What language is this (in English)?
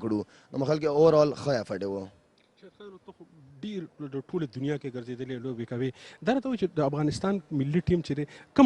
Pashto